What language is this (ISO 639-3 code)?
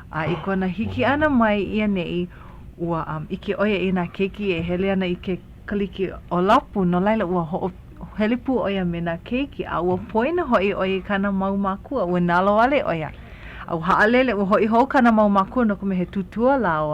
haw